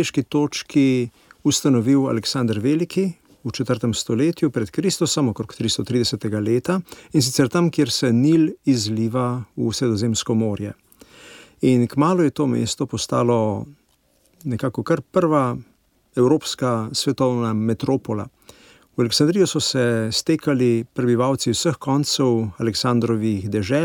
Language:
Slovenian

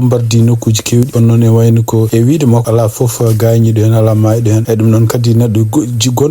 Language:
Fula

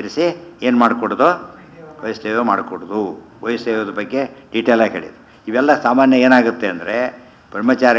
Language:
Kannada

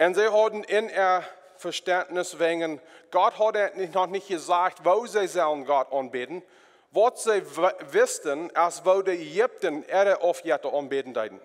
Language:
Plautdietsch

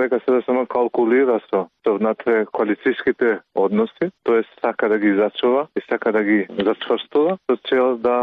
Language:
Macedonian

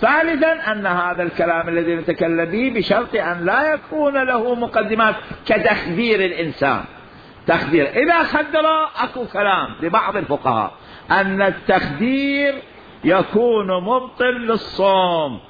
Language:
Mesopotamian Arabic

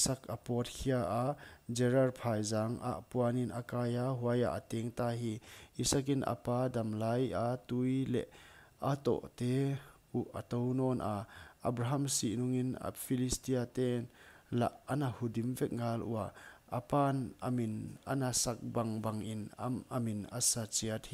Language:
Paite Chin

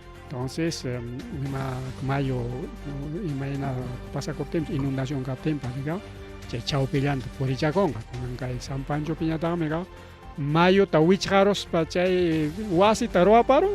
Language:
Ayacucho Quechua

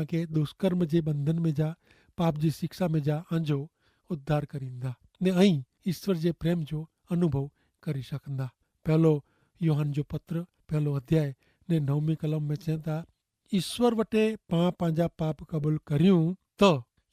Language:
Kachhi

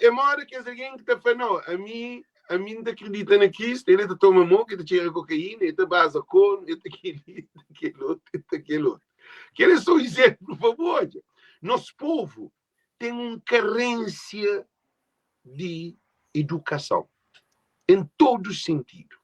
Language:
Kabuverdianu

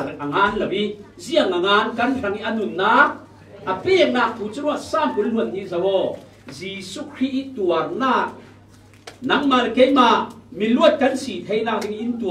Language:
Falam Chin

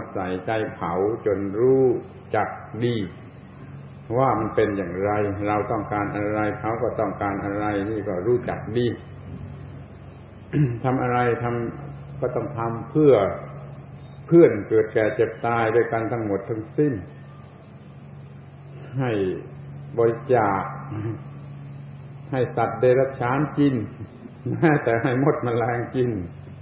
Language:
Thai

